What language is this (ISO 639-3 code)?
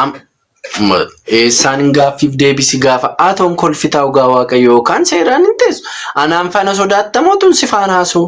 orm